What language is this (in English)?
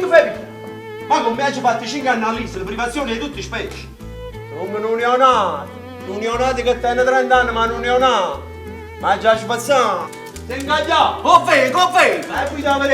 Neapolitan